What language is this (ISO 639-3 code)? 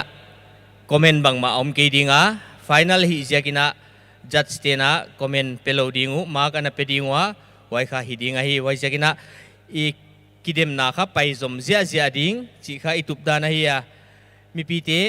pck